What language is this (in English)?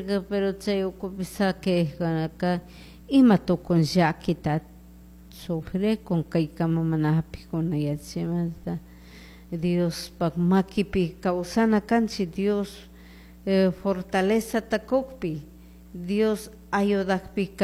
Chimborazo Highland Quichua